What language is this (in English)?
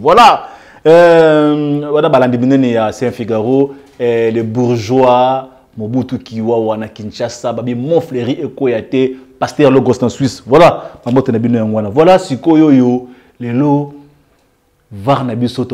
Lingala